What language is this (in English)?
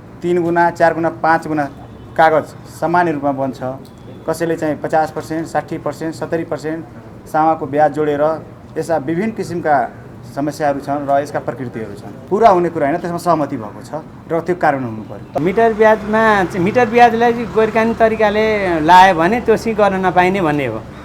Nepali